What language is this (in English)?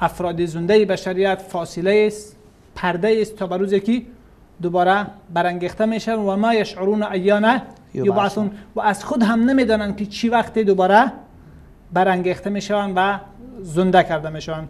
Persian